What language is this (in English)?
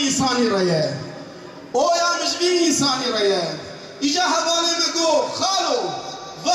Kurdish